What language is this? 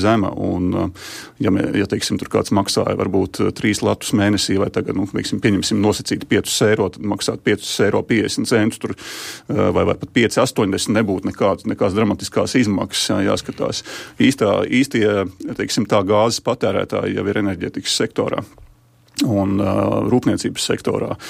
Latvian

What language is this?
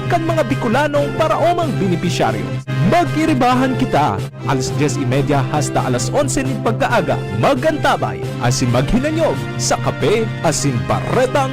Bikol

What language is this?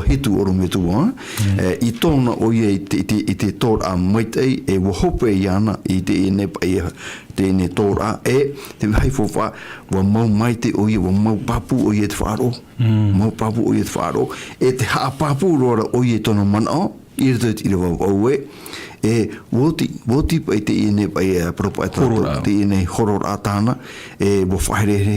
Tahitian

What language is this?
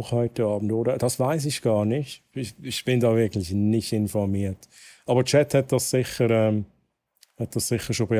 Swiss German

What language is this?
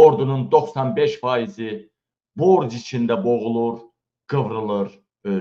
Azerbaijani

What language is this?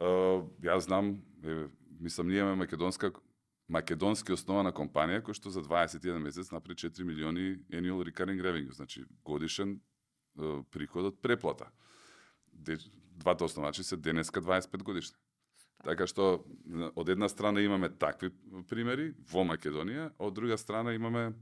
Macedonian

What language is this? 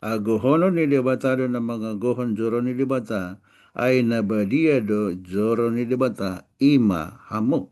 Batak Toba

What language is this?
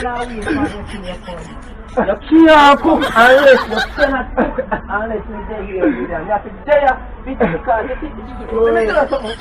Jamaican Creole English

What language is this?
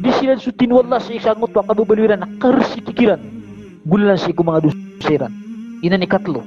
Maranao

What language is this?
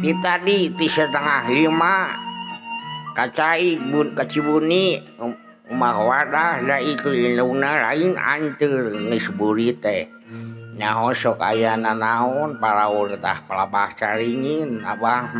Sundanese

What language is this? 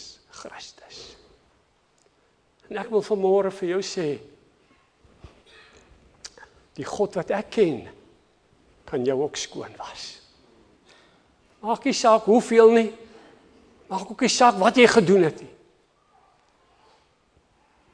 Afrikaans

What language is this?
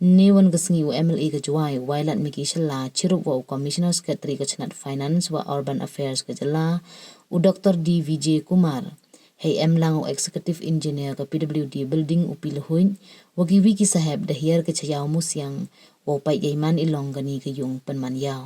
Pnar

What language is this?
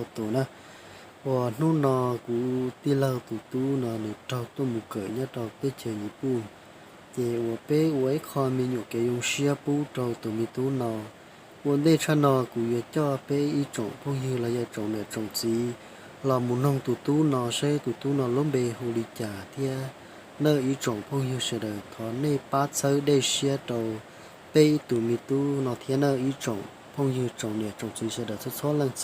Hmong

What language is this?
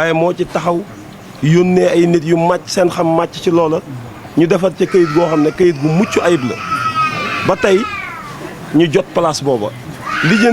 Wolof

